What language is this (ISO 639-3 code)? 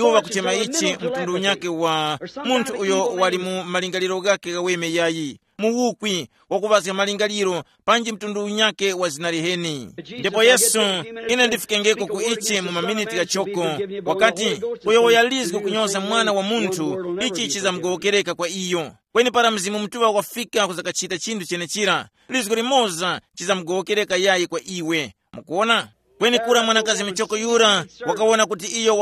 tum